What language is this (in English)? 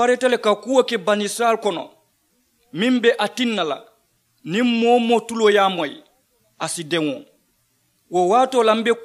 Mandingo